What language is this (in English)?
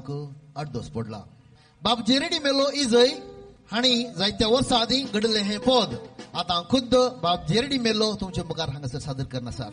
Konkani